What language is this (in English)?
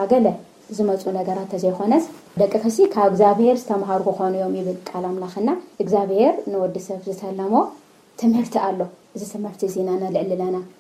Tigrinya